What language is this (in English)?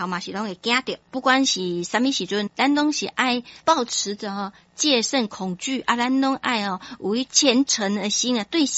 Min Nan Chinese